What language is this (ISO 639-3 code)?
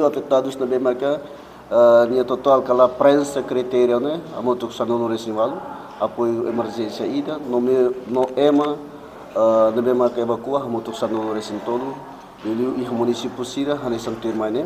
tet